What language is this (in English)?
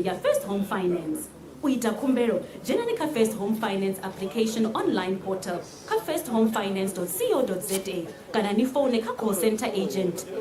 Venda